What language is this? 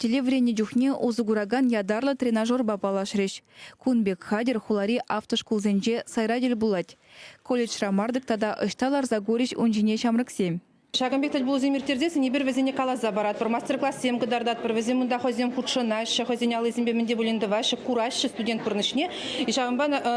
Chuvash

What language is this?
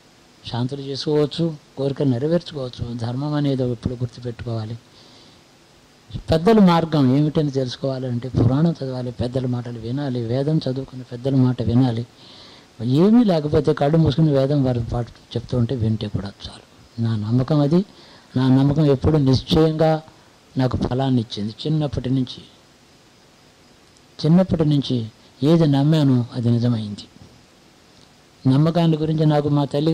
Telugu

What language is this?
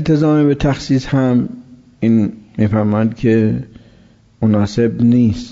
Persian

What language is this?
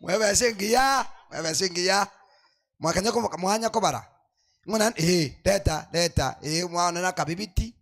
Gusii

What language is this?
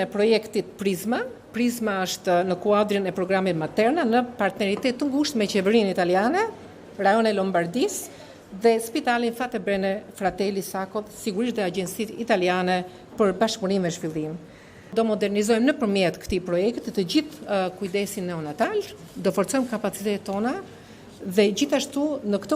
Albanian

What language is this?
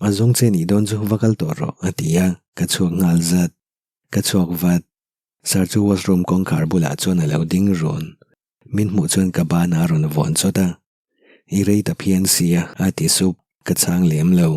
Mizo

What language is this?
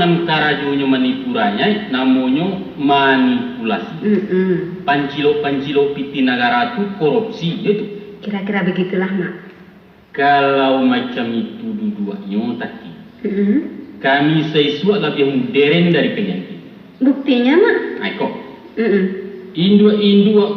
Minangkabau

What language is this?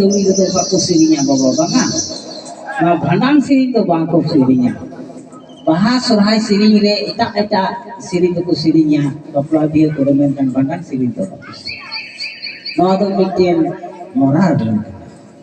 Santali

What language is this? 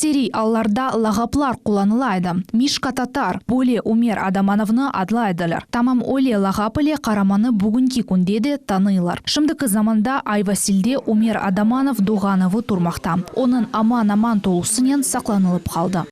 Crimean Tatar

